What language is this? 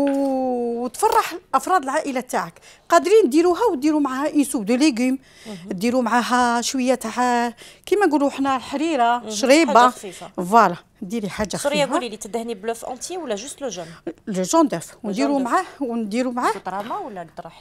Algerian Arabic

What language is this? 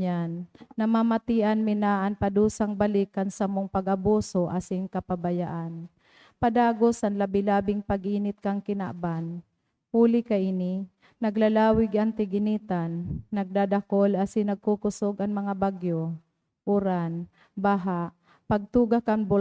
Bikol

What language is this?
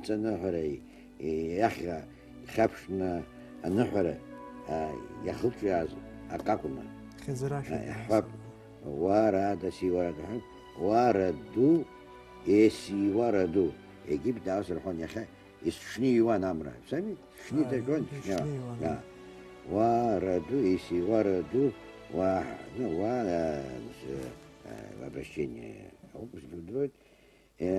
Abkhazian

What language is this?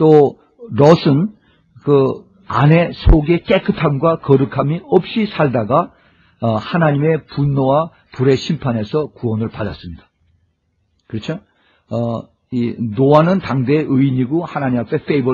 Korean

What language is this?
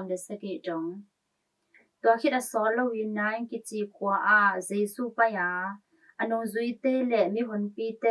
Tedim Chin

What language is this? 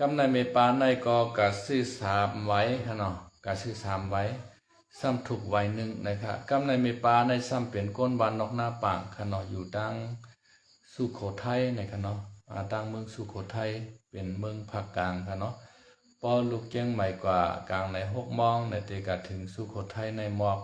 Shan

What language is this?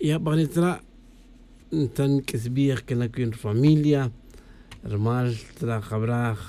Kaqchikel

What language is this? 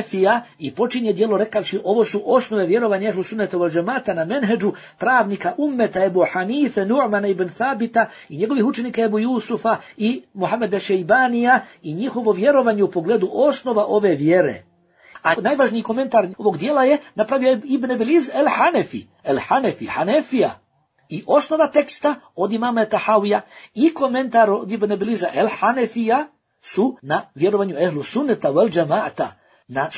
Bosnian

